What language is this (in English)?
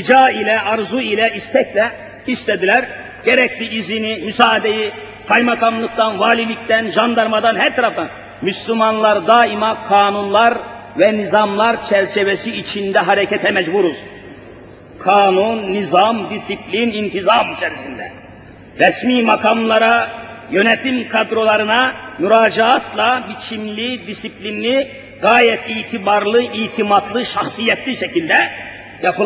Turkish